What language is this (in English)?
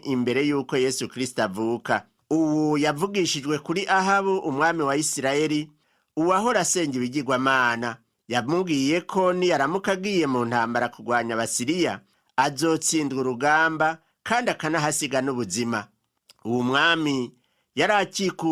Rundi